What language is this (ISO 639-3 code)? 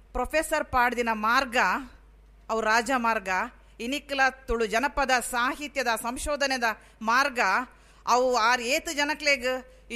tcy